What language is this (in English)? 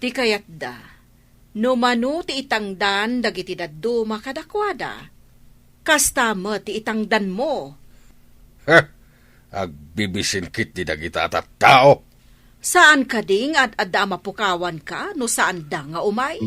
Iloko